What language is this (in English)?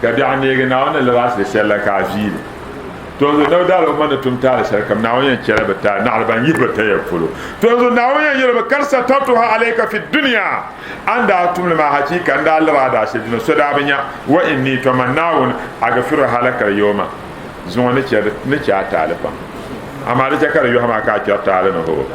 Dagbani